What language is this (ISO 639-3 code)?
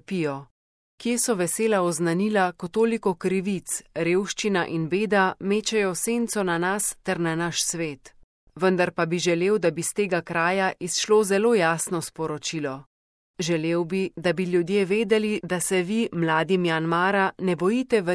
slv